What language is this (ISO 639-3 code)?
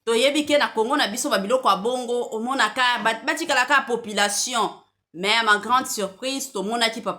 lin